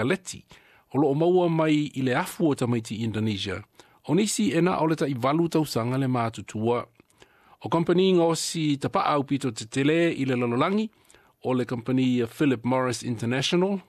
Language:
Samoan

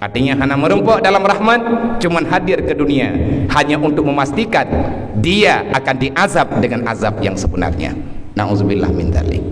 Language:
Achinese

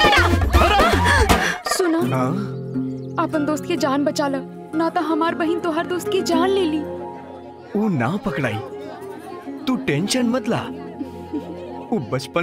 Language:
Bhojpuri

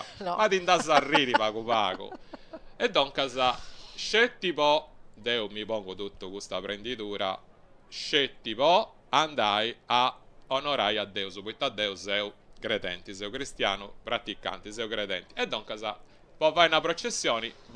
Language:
Sardinian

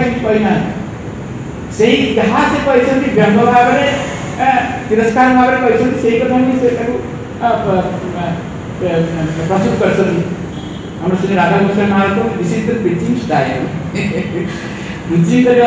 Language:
Odia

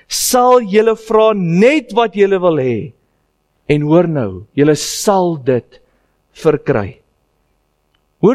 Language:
Afrikaans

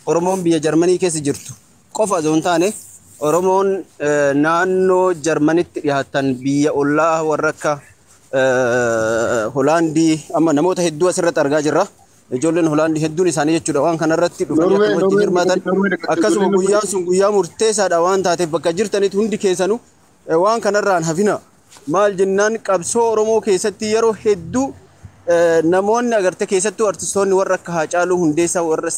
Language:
Oromo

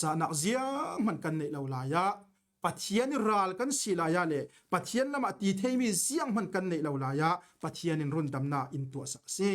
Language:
Falam Chin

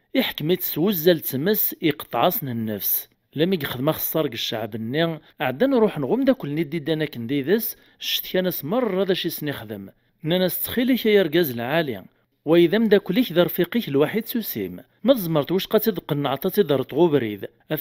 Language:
Kabyle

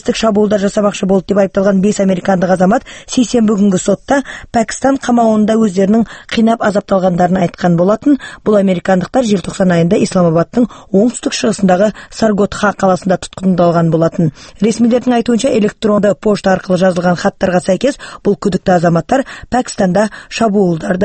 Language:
Kazakh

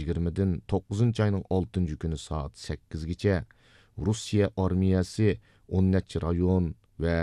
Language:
Uyghur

